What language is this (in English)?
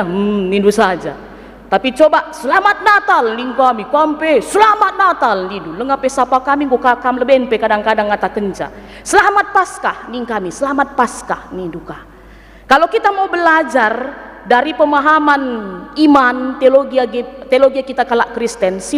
Batak Karo